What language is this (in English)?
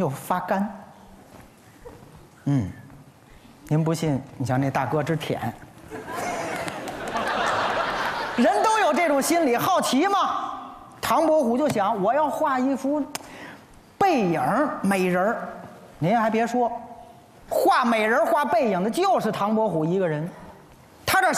Chinese